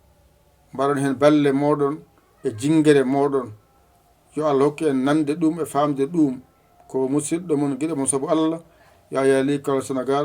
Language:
Fula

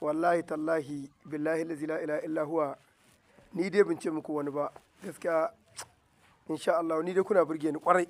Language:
Hausa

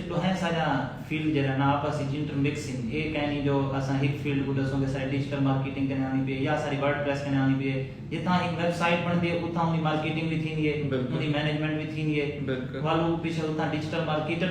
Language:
Saraiki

